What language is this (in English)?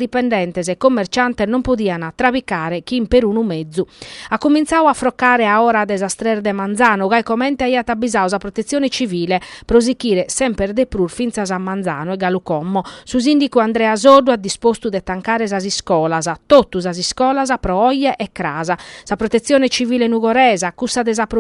Sardinian